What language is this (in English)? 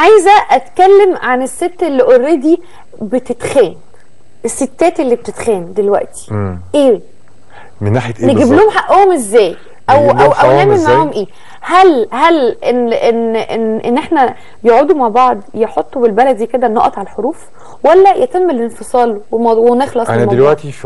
Egyptian Arabic